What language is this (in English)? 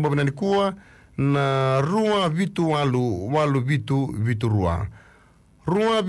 Fijian